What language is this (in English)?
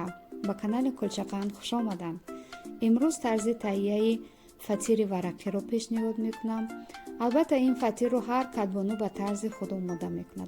Tajik